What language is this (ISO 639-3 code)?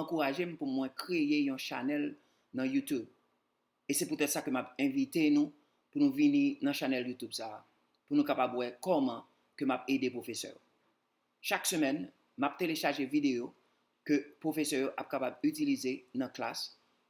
hat